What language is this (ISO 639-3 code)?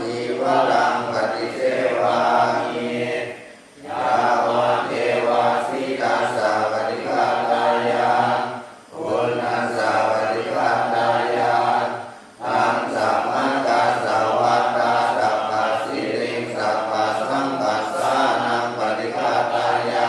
pli